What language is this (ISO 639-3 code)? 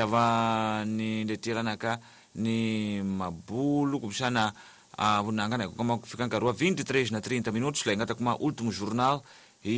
tso